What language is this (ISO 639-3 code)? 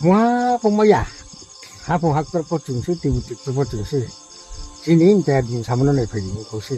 ria